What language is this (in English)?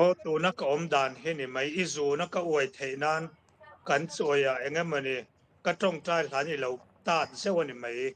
Mizo